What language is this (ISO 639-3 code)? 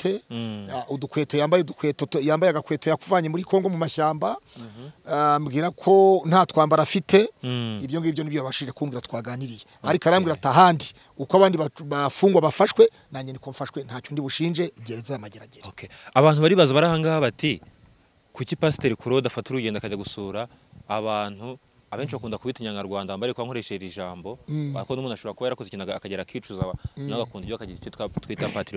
kin